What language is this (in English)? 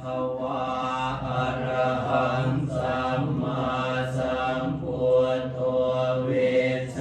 Pali